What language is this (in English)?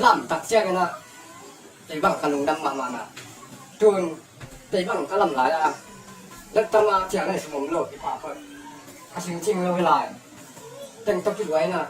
Tedim Chin